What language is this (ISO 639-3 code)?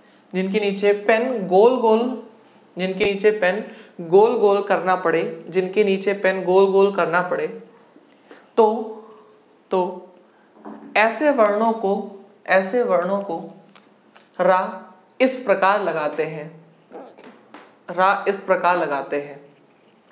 hin